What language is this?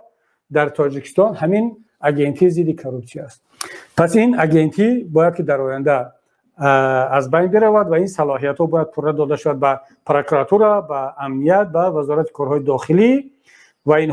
Tajik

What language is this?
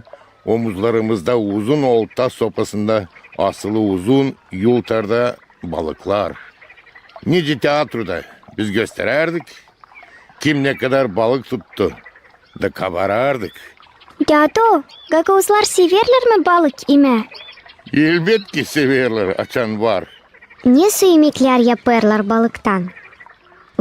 Gagauz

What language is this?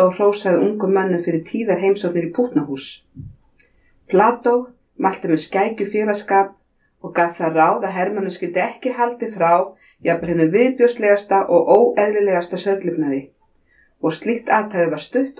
Icelandic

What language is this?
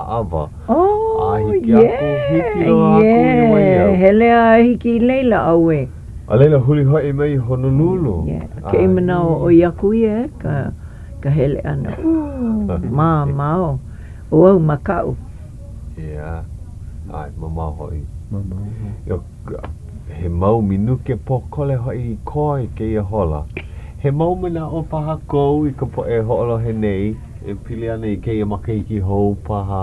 Hawaiian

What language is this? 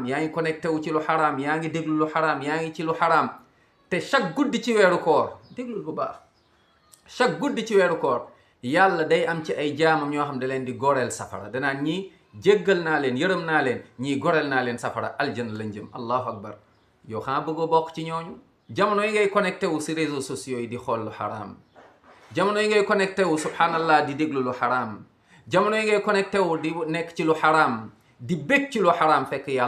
Wolof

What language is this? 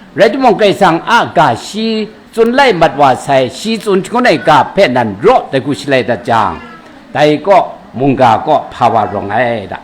Kachin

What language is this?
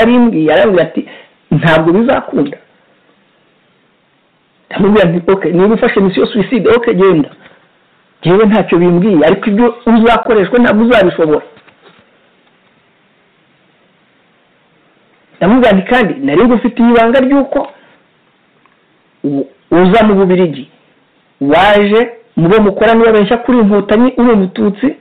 Kinyarwanda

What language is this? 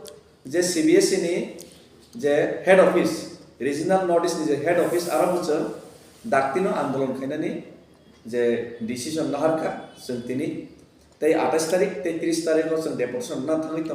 Kok Borok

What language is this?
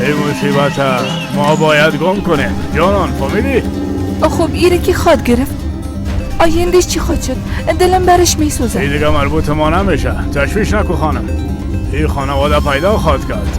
Persian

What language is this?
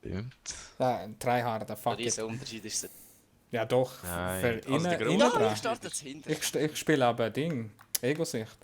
Swiss German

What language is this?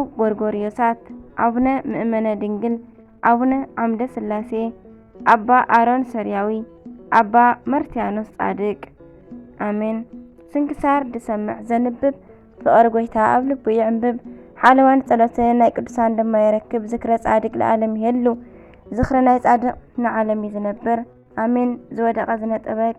Tigrinya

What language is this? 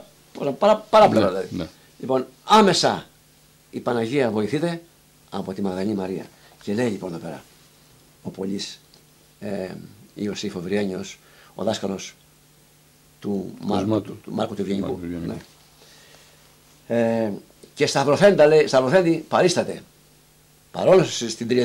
Greek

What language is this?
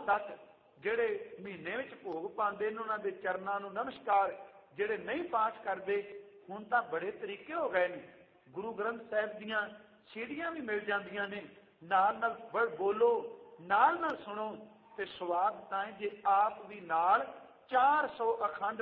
Punjabi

